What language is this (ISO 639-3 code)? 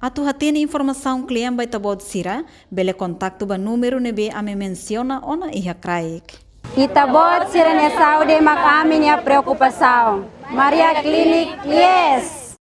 tet